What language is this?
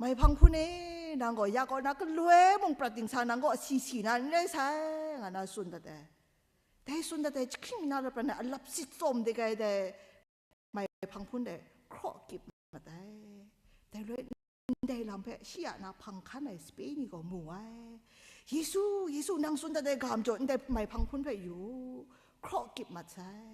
Kachin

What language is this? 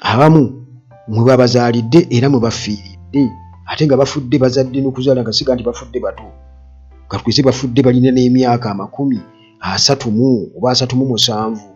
Ganda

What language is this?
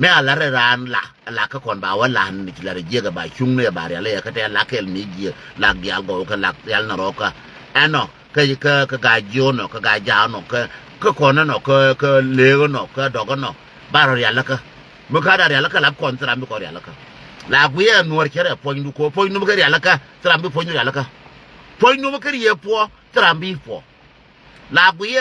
Nuer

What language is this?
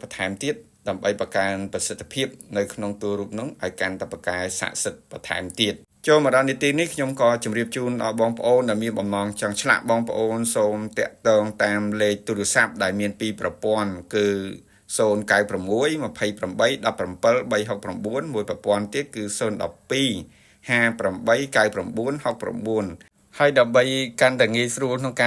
Khmer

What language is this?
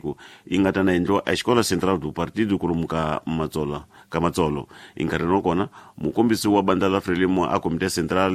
Tsonga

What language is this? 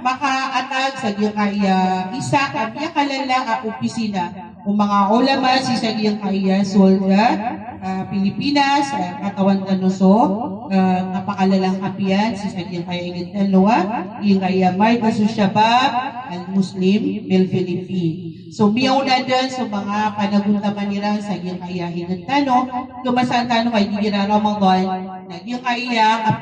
Maranao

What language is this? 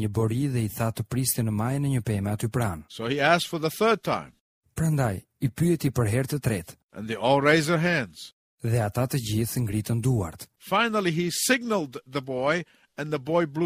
Albanian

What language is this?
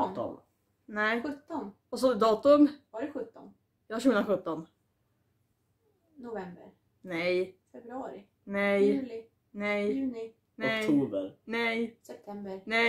Swedish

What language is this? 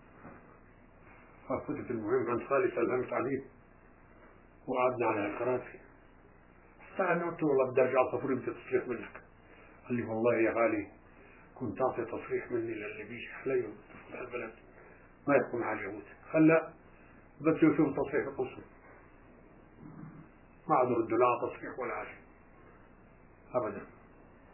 South Levantine Arabic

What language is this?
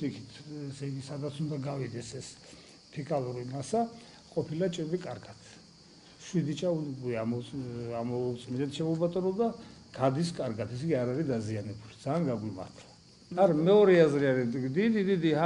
Georgian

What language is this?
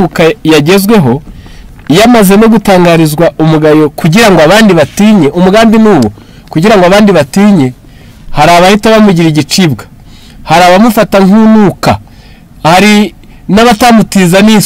Kinyarwanda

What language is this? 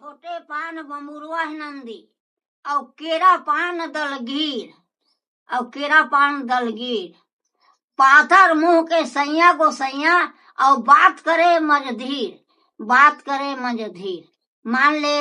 Chhattisgarhi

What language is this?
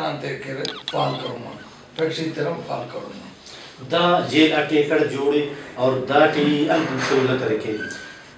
Brahui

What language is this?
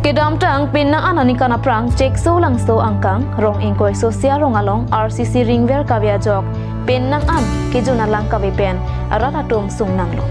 Karbi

